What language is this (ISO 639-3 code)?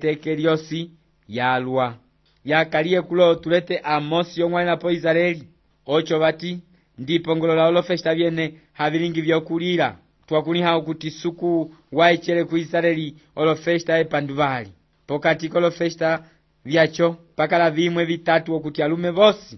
umb